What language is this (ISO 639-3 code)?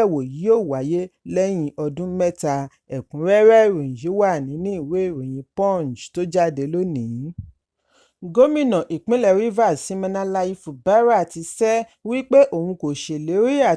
yor